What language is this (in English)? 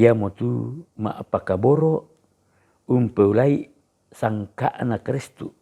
Toraja-Sa'dan